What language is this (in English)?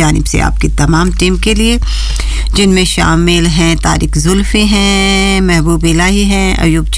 Urdu